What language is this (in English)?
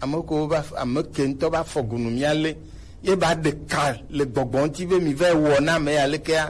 Gen